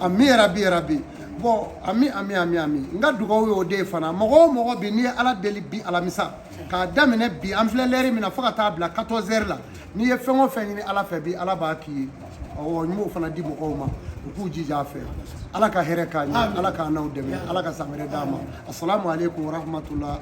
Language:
Bambara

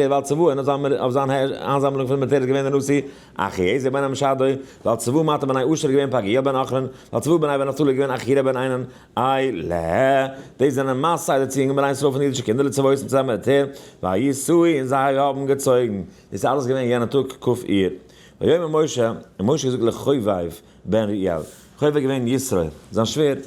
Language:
Yiddish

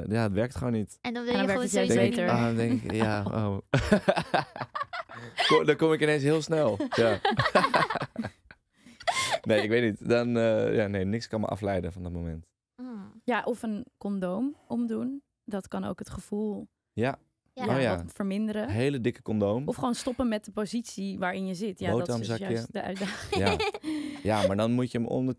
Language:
Dutch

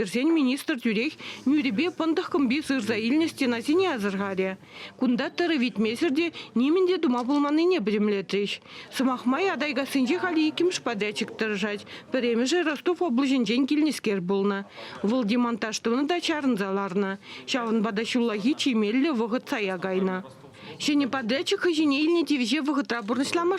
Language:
Chuvash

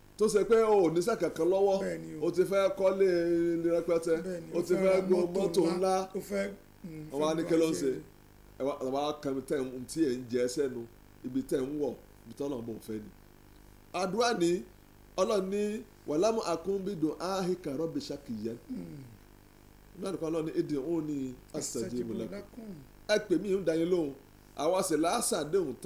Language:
Yoruba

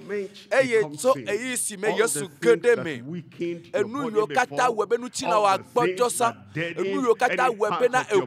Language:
Ewe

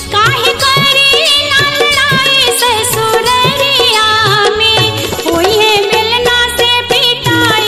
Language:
Bhojpuri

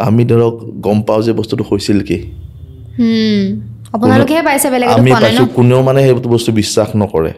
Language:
Assamese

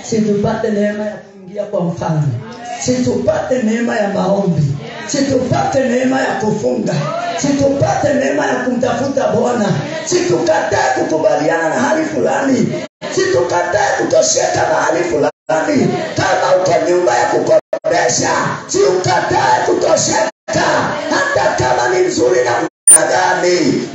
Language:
Swahili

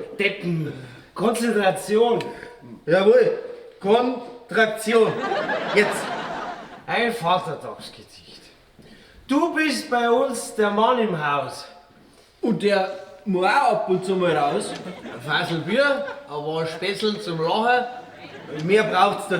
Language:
Bavarian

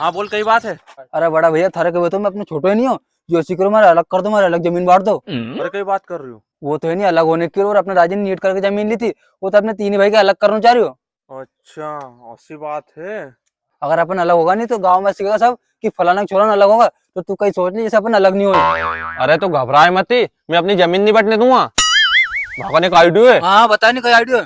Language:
Rajasthani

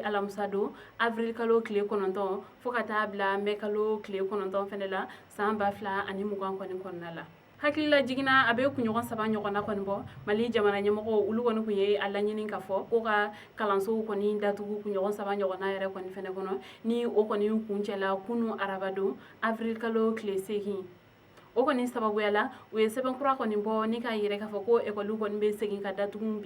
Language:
Bambara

